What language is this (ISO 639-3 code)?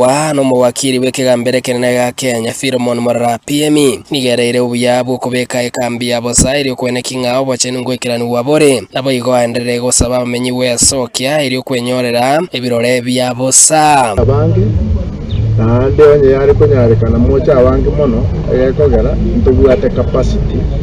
guz